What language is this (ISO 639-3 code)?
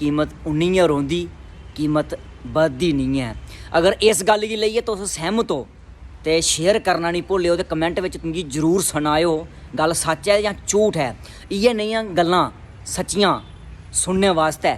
doi